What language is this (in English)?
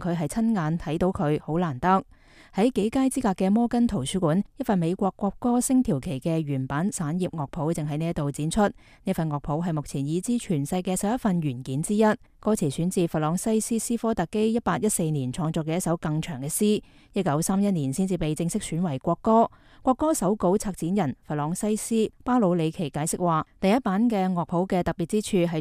Cantonese